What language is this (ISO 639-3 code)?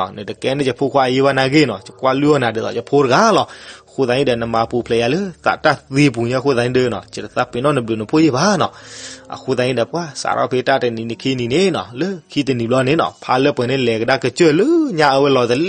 ksw